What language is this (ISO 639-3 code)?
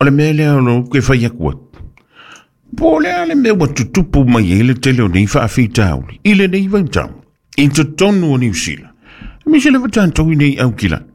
smo